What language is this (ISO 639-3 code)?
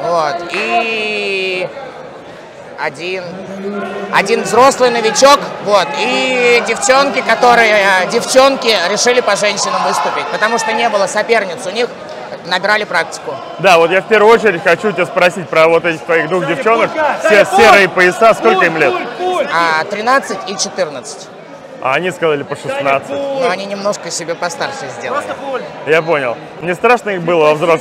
rus